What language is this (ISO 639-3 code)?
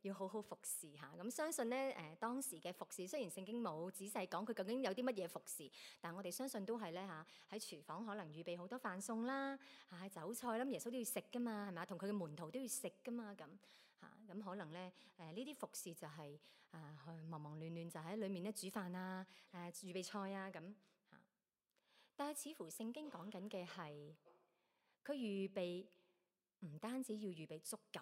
yue